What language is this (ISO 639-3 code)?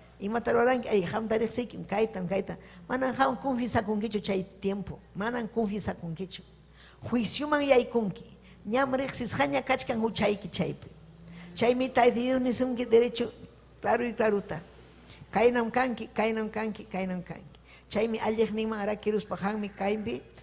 quy